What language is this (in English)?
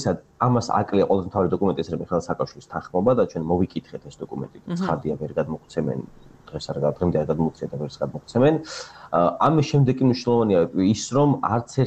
Georgian